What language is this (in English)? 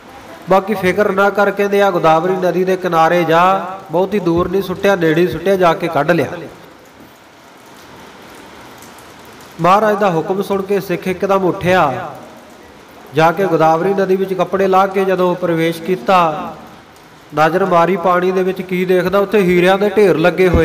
Punjabi